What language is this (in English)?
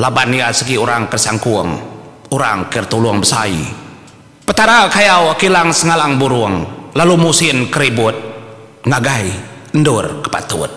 Iban